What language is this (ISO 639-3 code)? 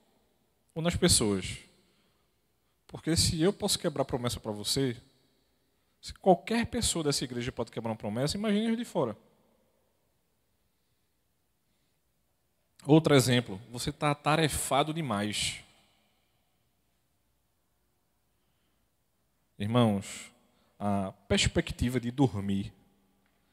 por